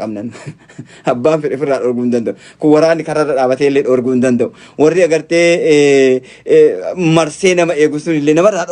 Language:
Oromo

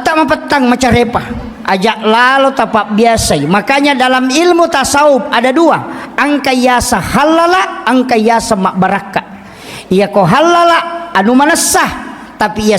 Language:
Buginese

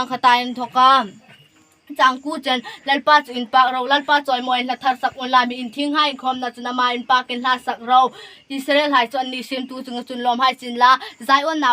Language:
Hmar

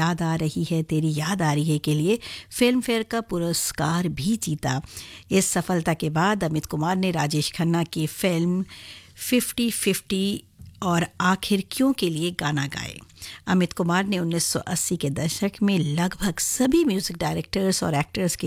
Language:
Hindi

